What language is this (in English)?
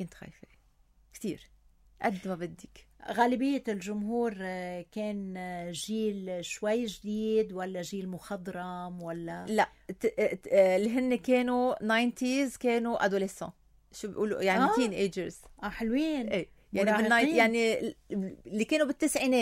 North Levantine Arabic